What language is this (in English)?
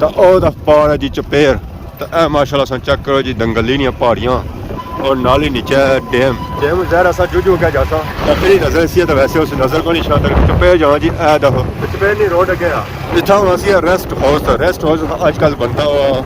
Pahari-Potwari